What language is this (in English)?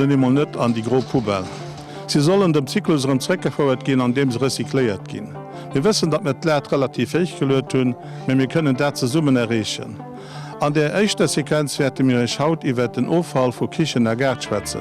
Luxembourgish